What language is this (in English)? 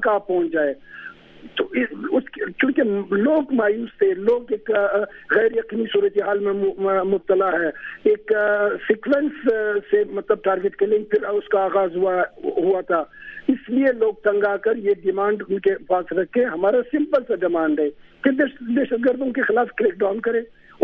Urdu